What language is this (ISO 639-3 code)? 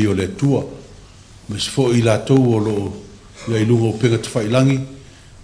smo